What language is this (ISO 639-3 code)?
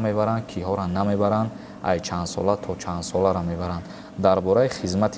tgk